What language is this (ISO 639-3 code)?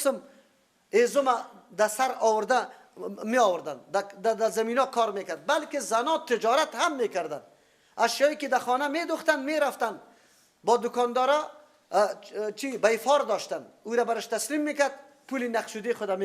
fas